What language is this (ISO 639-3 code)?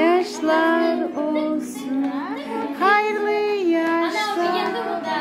crh